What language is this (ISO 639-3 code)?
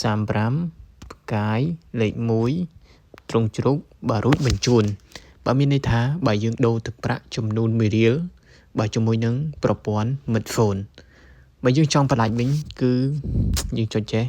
khm